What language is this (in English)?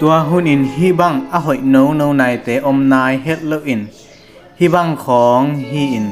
Tedim Chin